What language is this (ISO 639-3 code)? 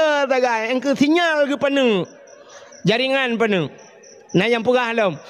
ace